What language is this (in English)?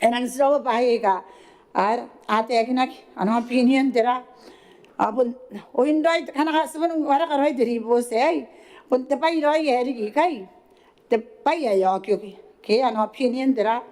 Gilbertese